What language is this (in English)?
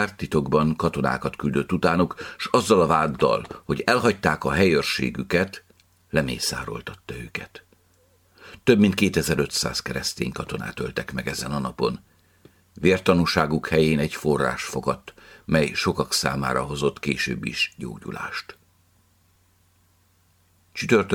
Hungarian